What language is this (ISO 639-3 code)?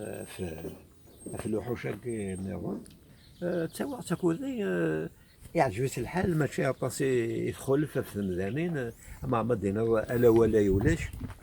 kab